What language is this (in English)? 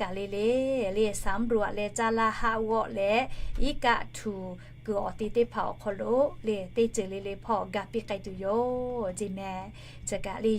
Lahu